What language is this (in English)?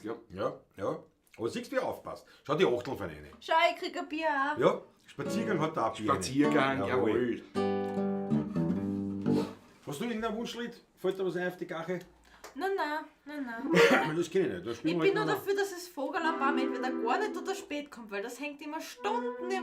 Bavarian